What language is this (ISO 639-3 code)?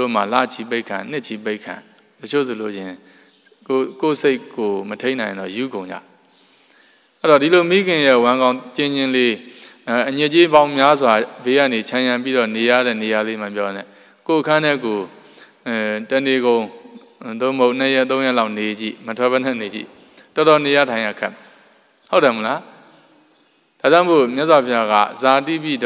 mya